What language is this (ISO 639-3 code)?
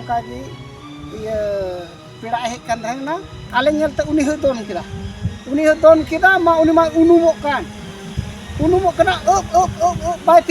sat